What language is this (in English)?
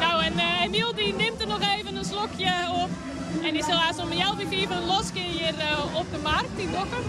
Western Frisian